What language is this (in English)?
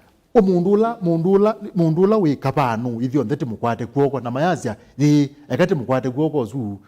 Kamba